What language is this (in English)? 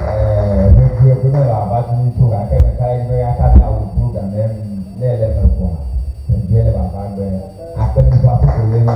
Ewe